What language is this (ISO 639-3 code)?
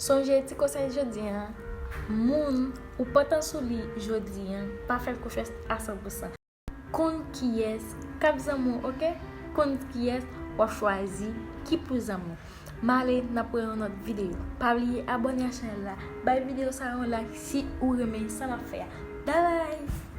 hat